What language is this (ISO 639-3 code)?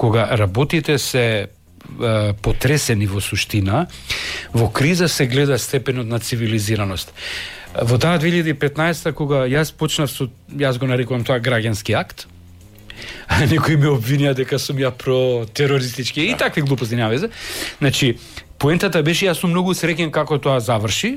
mkd